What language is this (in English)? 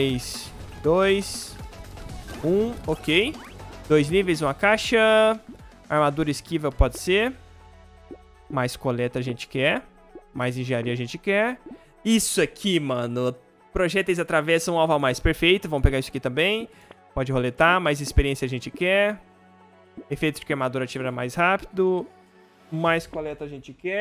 Portuguese